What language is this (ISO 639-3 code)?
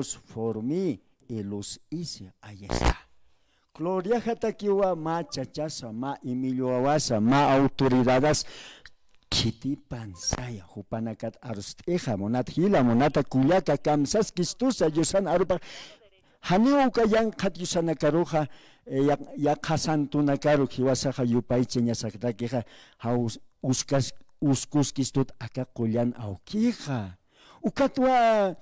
aym